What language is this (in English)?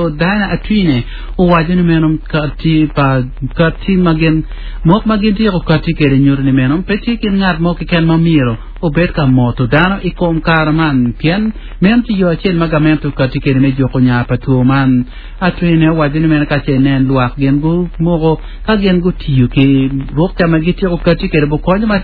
Acoli